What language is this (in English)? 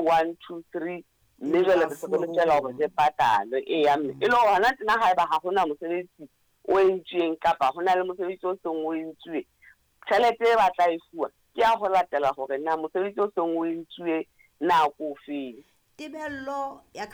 Southern Sotho